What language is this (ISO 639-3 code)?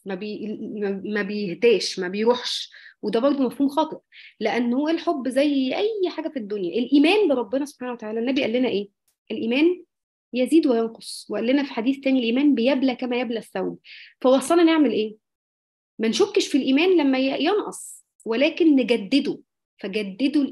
arz